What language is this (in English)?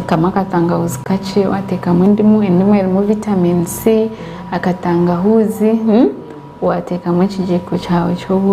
Nyankole